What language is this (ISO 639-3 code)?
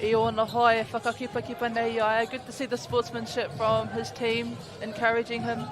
mri